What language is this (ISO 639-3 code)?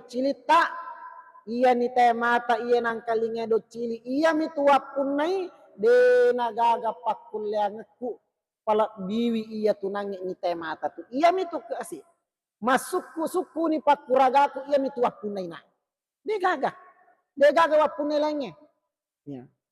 bug